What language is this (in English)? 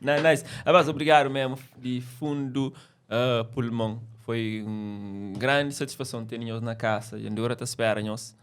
Kabuverdianu